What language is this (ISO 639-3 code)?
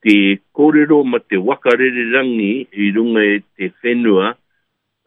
mri